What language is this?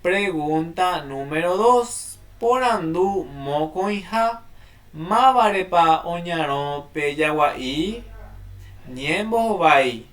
Guarani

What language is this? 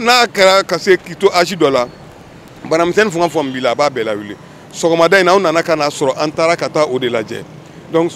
Bambara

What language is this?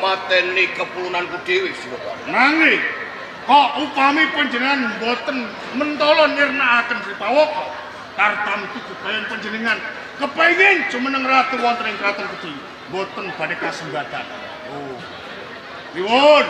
Javanese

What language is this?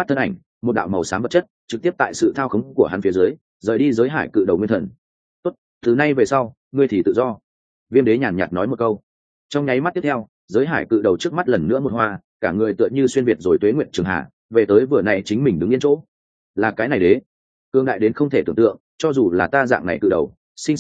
Vietnamese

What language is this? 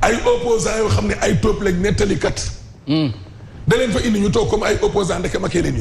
Wolof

